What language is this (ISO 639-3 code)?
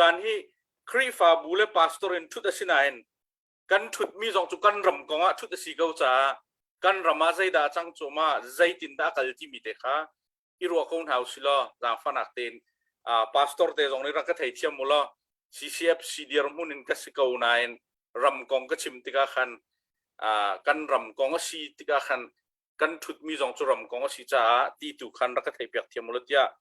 cnh